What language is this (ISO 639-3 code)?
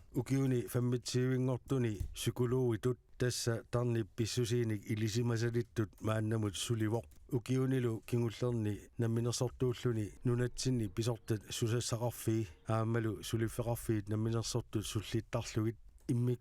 kal